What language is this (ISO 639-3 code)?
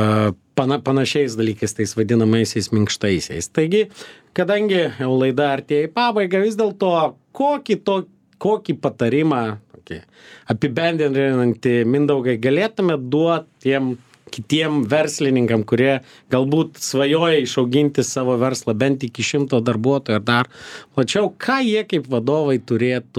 lit